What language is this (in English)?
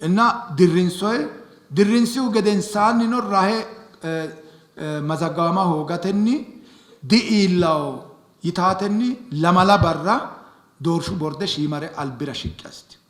Sidamo